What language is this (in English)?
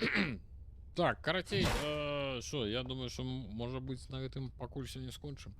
Belarusian